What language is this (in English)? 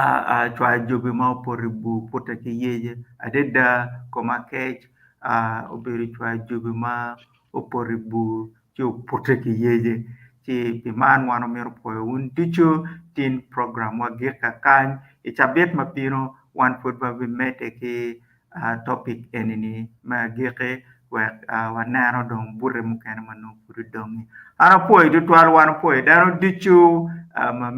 Acoli